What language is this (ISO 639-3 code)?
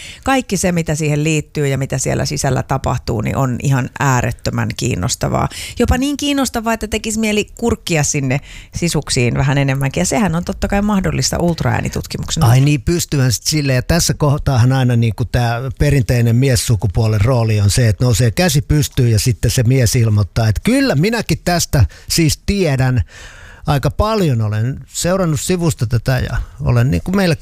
fin